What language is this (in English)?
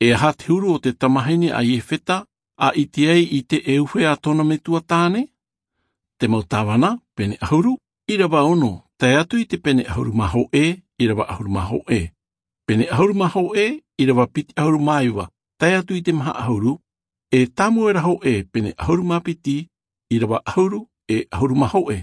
Tahitian